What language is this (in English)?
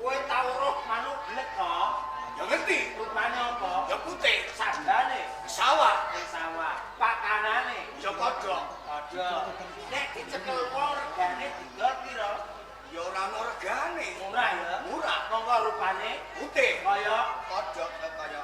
Javanese